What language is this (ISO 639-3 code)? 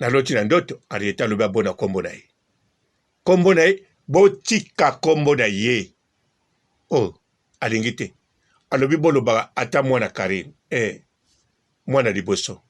lin